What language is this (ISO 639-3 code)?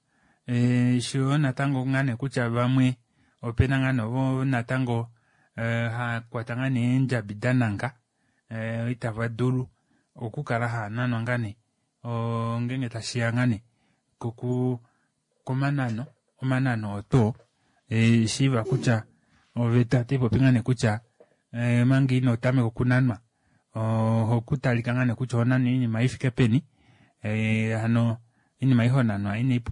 kua